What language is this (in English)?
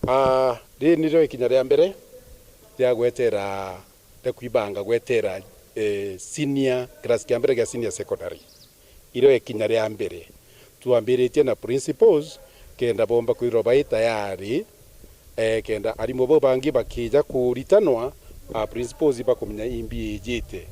Meru